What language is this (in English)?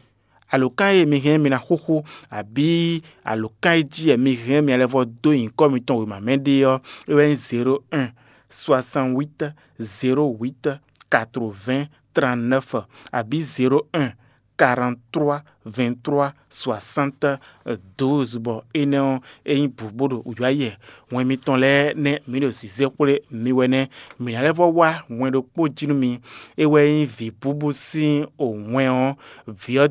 Fon